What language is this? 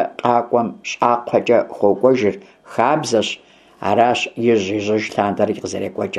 Kabardian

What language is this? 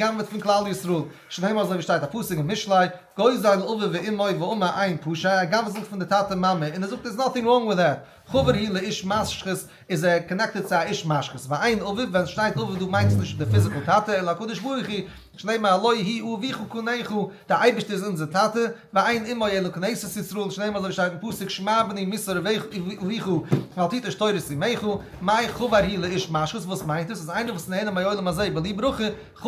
Yiddish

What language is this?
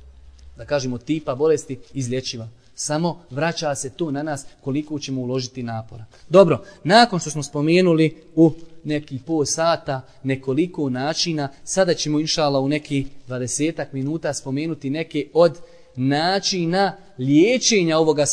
Bosnian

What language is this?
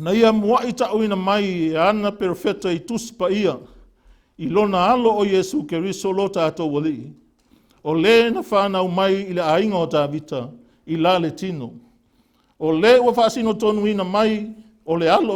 Samoan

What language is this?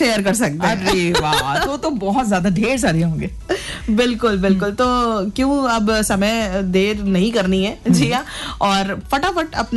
Hindi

